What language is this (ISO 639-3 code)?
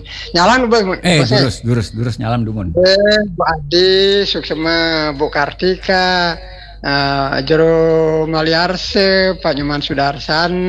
ban